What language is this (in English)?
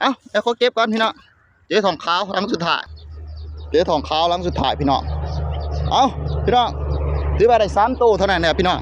Northeastern Thai